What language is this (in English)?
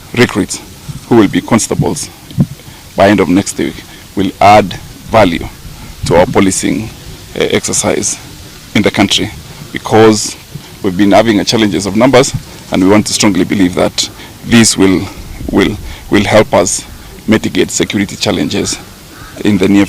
Gusii